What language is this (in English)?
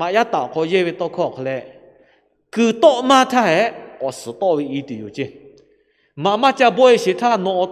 Lahu